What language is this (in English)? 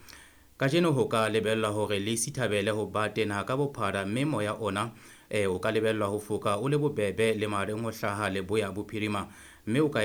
Southern Sotho